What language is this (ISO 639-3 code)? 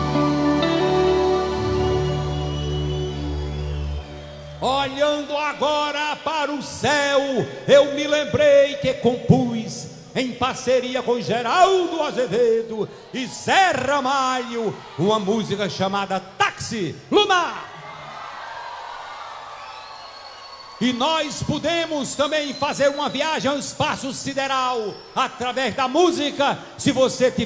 por